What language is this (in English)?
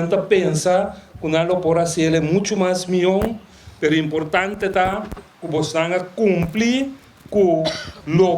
Papiamento